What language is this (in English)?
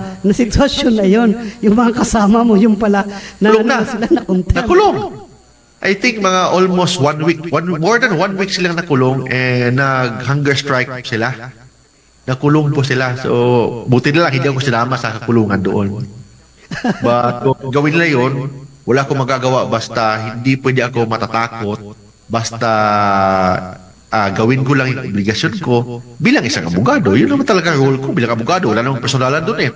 Filipino